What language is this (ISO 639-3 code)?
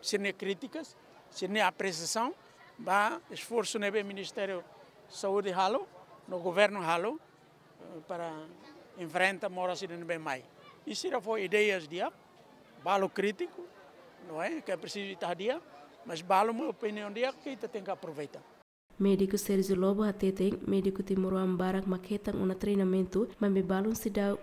tet